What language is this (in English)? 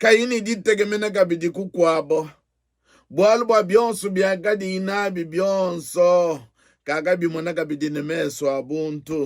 Luba-Lulua